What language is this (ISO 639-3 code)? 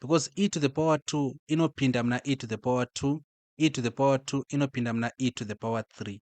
sna